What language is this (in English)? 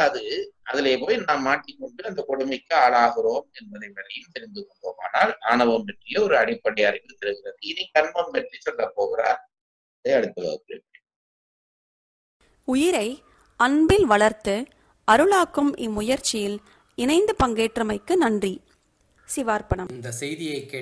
Tamil